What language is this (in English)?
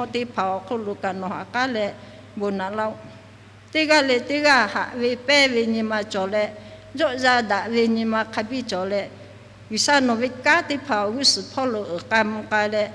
Lahu